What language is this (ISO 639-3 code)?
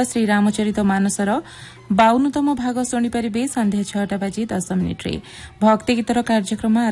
ori